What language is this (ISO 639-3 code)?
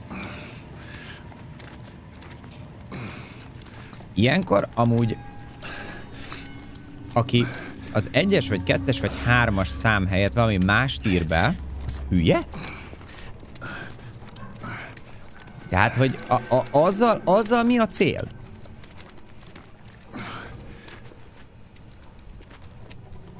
hun